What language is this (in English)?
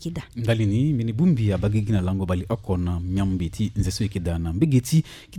Sango